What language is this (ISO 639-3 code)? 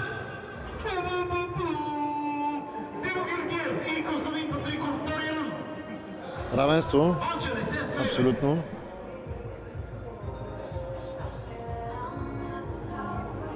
bul